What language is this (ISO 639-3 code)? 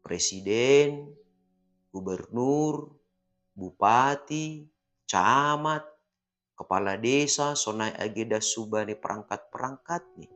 bts